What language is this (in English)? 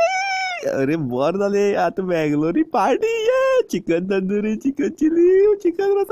Konkani